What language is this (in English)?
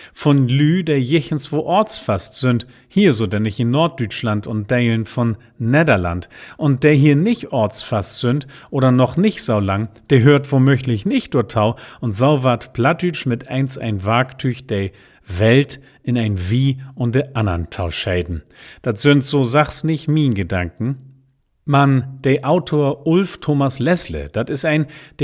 Low German